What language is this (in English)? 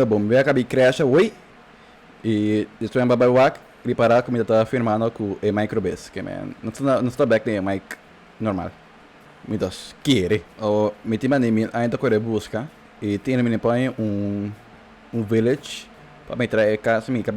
Papiamento